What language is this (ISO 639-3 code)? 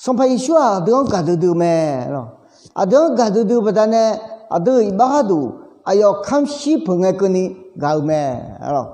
ahk